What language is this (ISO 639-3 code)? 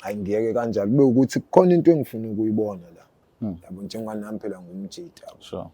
zul